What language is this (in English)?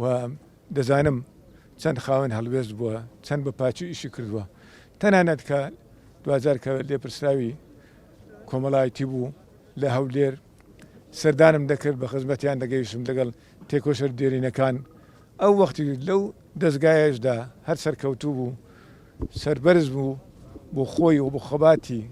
Central Kurdish